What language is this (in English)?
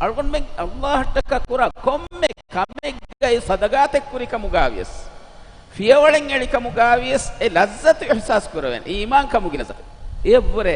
Divehi